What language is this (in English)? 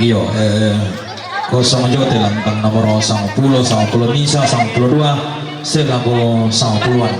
Toraja-Sa'dan